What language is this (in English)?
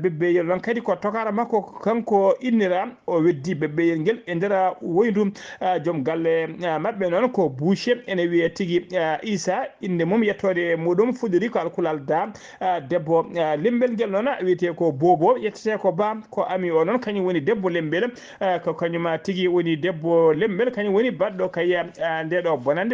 Fula